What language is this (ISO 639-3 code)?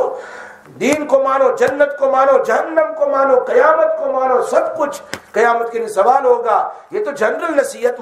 urd